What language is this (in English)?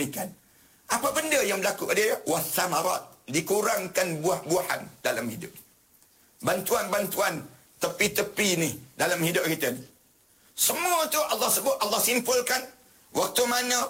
Malay